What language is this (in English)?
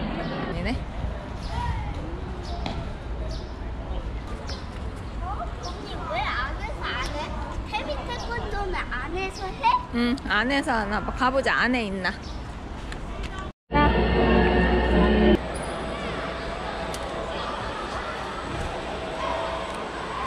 Korean